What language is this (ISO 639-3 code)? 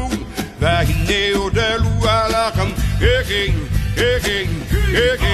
haw